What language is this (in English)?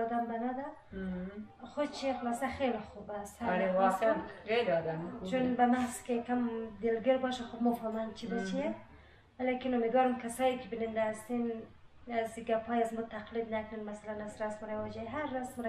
Persian